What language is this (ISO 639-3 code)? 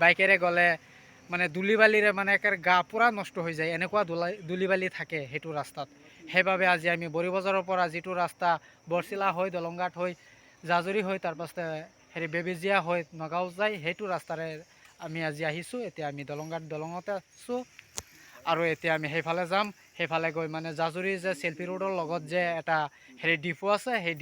asm